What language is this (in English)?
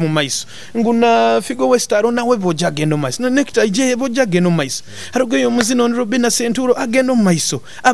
Nyoro